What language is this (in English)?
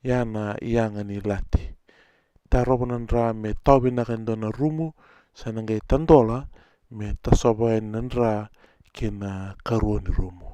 Fijian